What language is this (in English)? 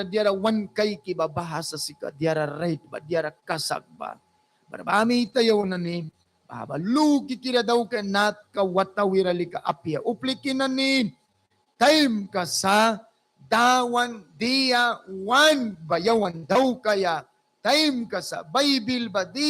Mískito